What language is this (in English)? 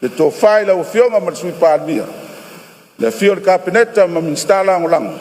Samoan